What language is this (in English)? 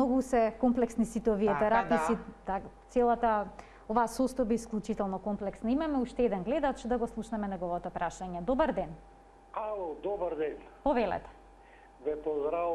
Macedonian